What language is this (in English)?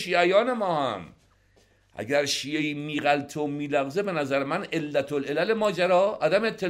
Persian